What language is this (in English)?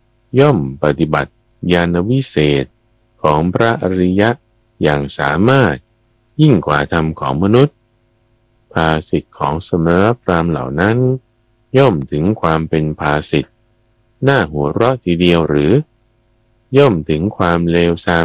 Thai